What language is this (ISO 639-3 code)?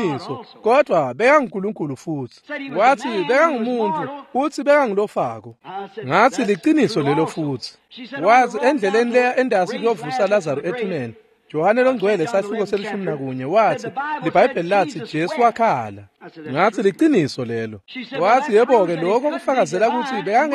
ssw